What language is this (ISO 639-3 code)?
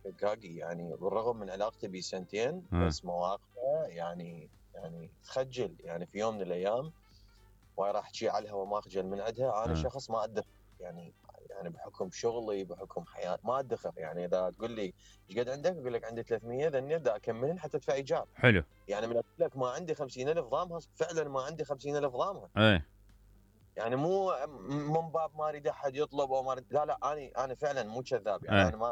acm